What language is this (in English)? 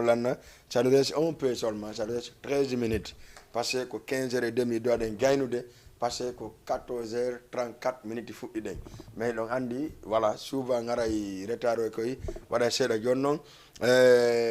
Fula